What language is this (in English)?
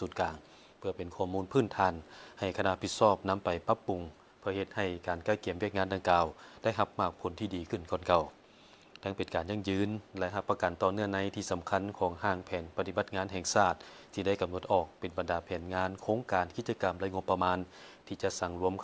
Lao